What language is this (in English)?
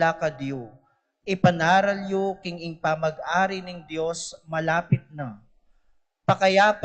Pampanga